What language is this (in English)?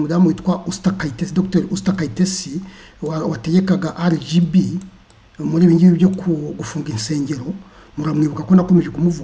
Kinyarwanda